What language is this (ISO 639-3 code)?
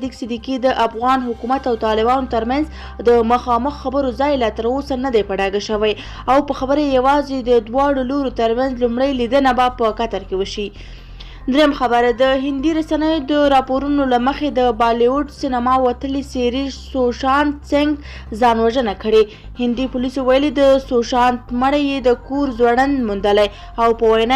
pus